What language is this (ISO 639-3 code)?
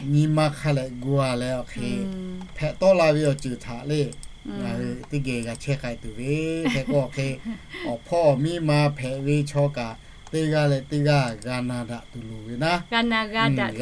lhu